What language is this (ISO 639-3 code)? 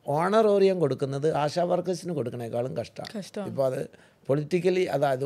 mal